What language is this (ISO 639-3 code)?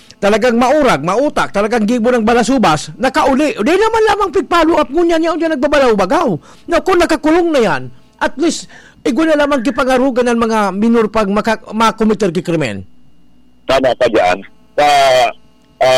bik